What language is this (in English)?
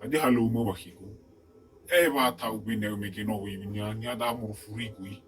Nias